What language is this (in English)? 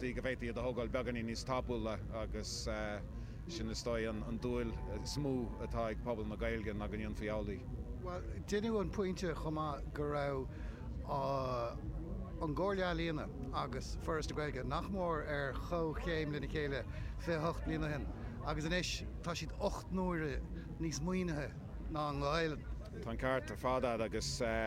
Irish